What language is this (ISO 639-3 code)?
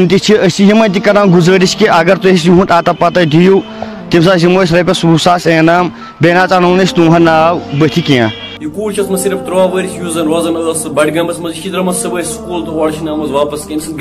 kas